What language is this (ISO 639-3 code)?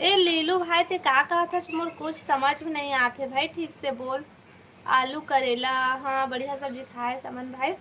hne